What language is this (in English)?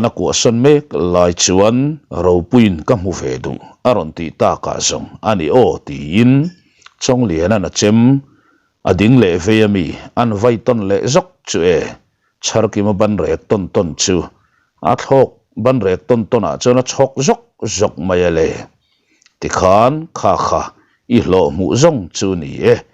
Mizo